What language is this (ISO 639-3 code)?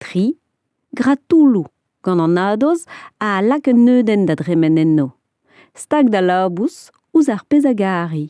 bre